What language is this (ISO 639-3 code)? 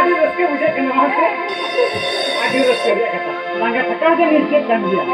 sat